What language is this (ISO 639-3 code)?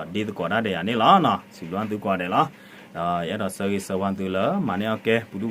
ksw